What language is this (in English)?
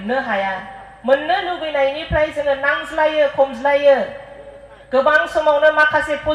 Bodo